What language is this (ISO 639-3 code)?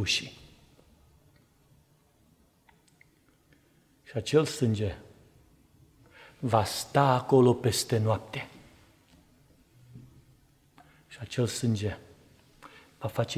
ron